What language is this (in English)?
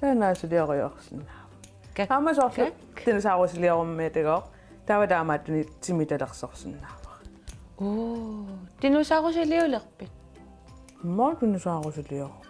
Kalaallisut